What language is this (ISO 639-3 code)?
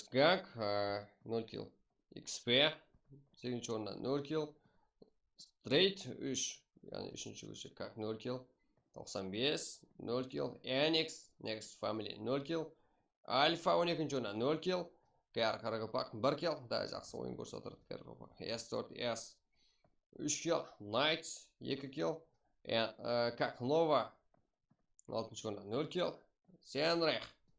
kaa